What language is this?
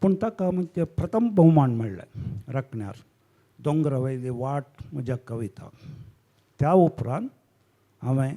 Konkani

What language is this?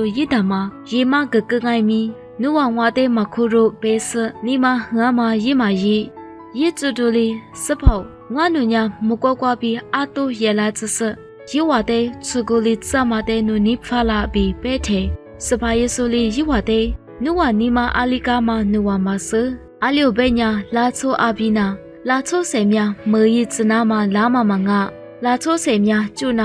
Lisu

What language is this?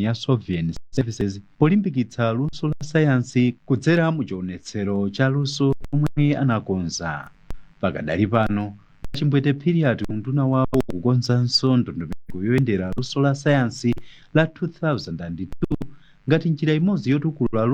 Nyanja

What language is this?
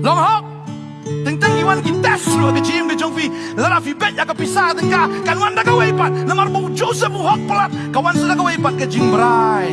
Khasi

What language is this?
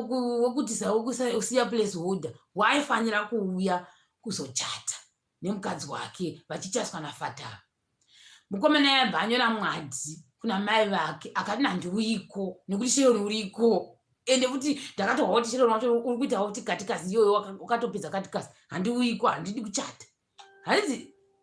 Shona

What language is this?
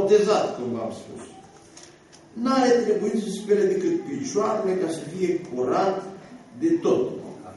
Romanian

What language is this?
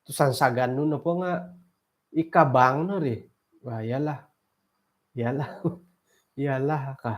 Central Dusun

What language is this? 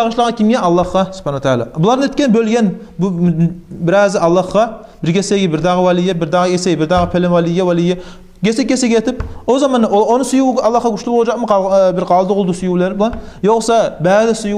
Kumyk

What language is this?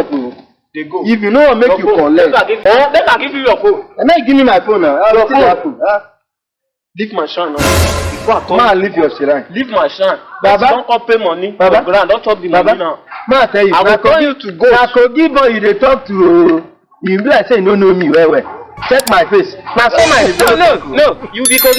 Nigerian Pidgin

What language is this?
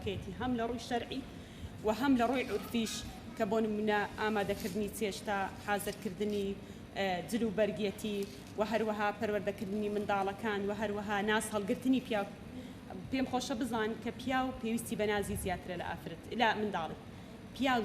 Central Kurdish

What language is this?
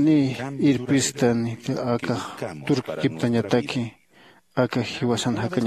Aymara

